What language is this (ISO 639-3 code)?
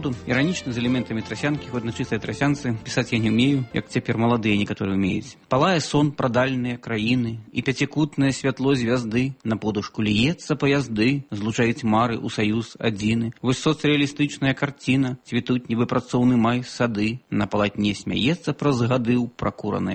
bel